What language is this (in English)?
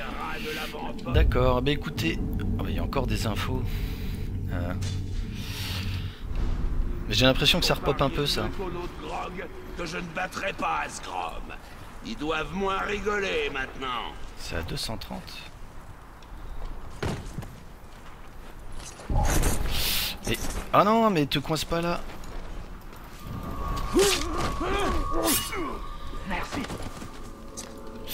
French